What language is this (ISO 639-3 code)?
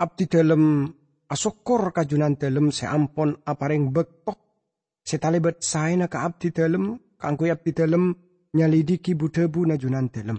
mad